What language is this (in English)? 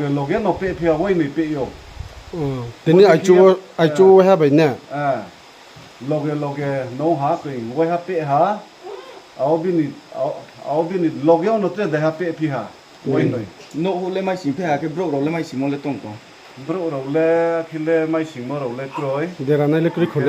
Riang (India)